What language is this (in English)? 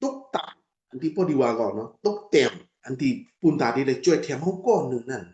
Shan